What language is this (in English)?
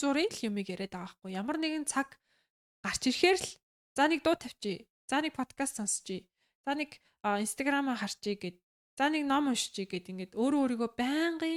Mongolian